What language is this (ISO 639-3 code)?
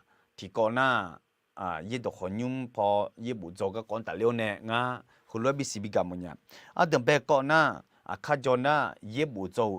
ahk